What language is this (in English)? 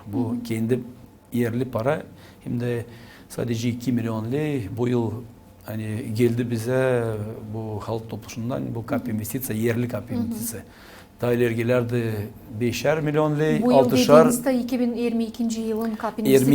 Gagauz